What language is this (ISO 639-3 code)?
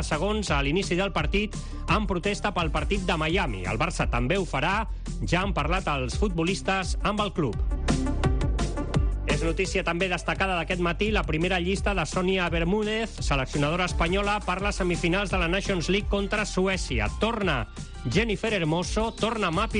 cat